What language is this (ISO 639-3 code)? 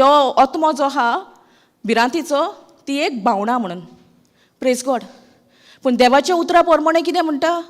kok